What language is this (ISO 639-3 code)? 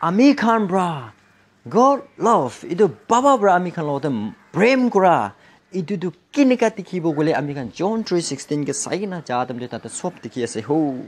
nag